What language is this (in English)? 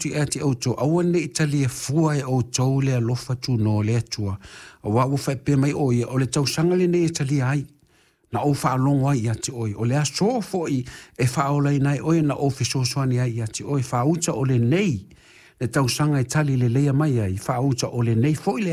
Samoan